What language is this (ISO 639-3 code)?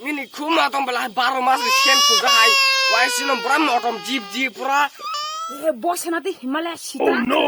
trp